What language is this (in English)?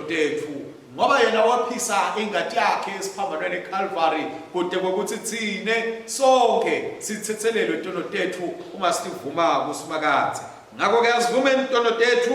Swati